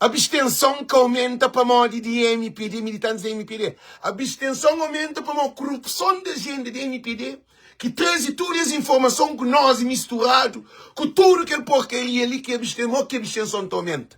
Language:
Kabuverdianu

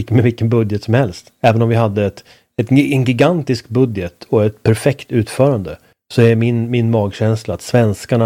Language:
Swedish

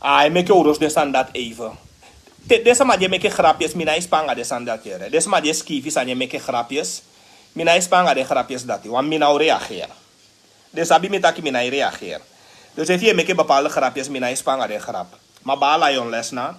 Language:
Sranan Tongo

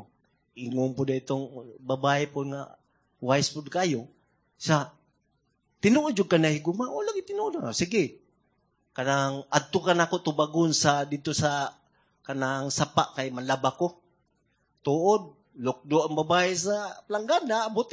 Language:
Cebuano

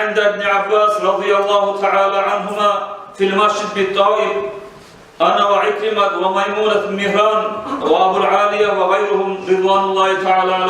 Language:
Kumyk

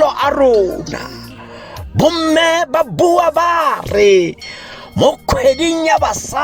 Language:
Tswana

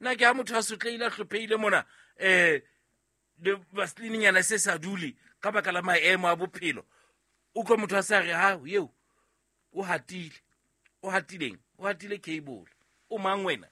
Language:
Southern Sotho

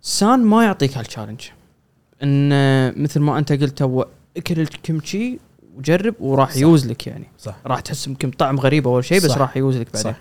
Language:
Gulf Arabic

